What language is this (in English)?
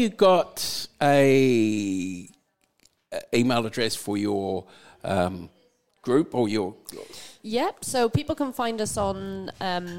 English